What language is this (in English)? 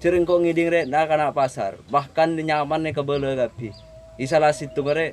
Madurese